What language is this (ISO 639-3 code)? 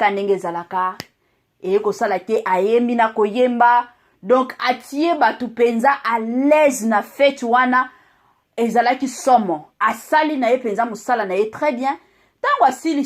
lin